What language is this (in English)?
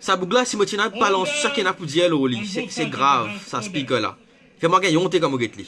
Morisyen